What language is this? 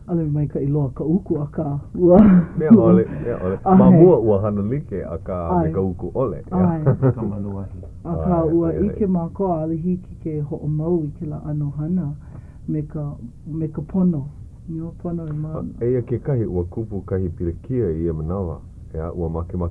Hawaiian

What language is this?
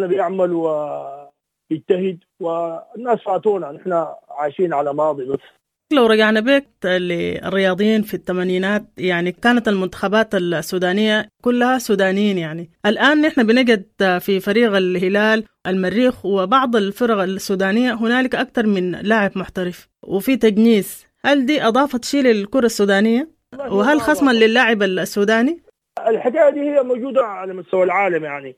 Sudanese Arabic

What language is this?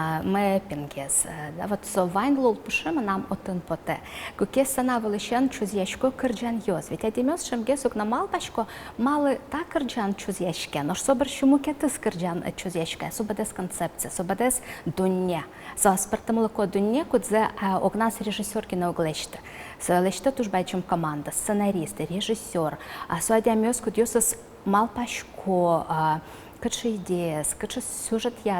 Udmurt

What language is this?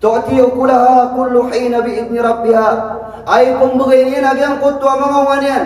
Maranao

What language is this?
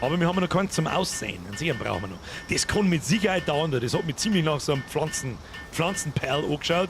Bavarian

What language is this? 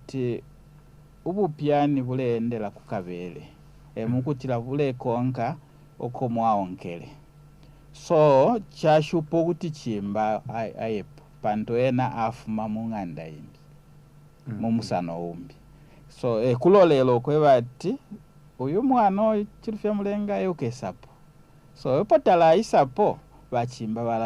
Bemba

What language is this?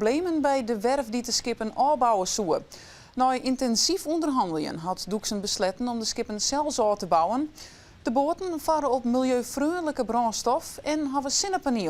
Western Frisian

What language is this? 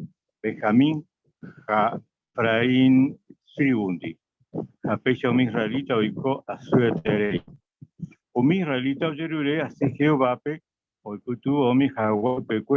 Guarani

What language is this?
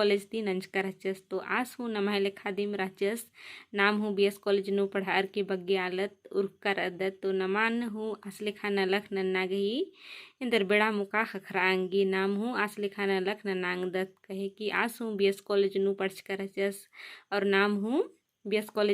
Kurukh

